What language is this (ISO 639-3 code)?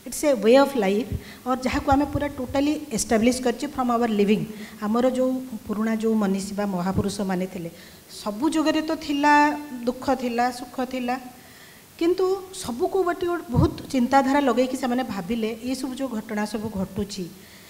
ori